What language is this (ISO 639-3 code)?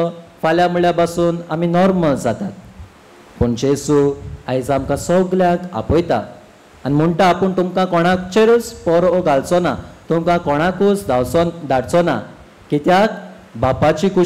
kok